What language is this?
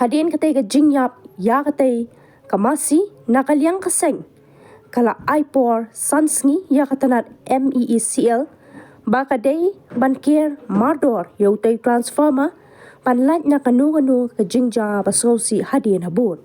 Khasi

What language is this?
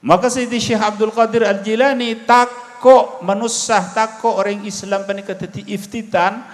Madurese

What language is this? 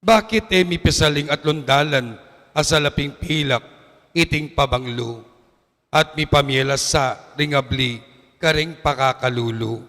Pampanga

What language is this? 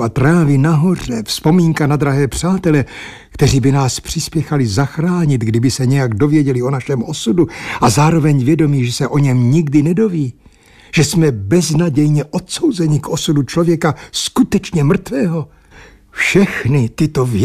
Czech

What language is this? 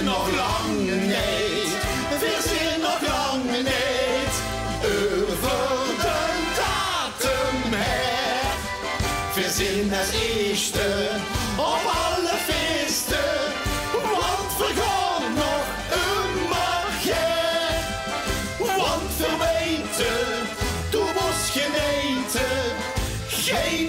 Limburgish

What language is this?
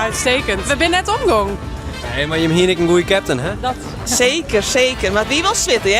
Western Frisian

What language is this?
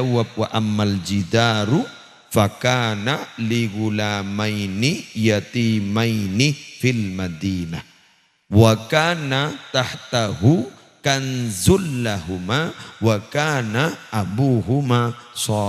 Madurese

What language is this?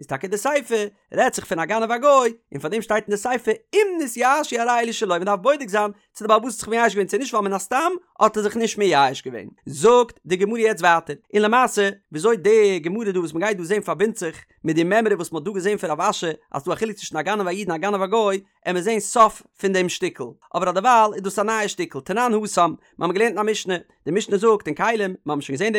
Yiddish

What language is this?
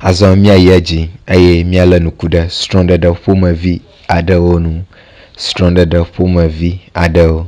Ewe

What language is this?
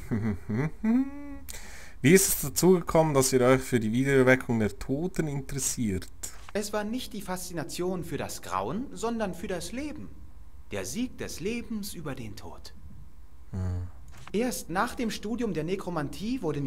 Swiss German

